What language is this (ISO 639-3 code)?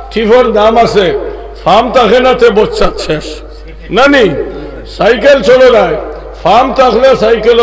syl